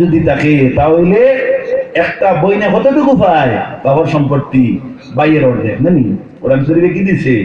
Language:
Sylheti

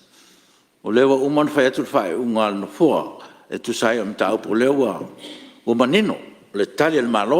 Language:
Samoan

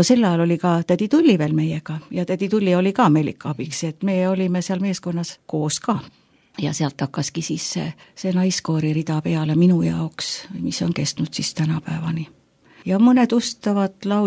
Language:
Estonian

